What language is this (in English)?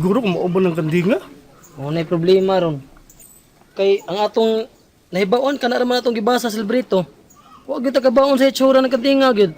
Cebuano